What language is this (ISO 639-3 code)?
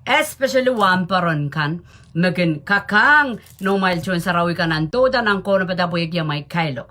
pon